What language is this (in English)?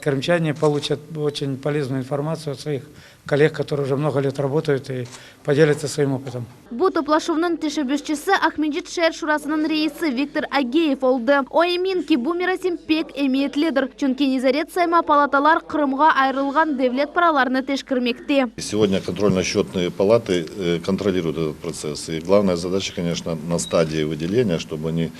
Crimean Tatar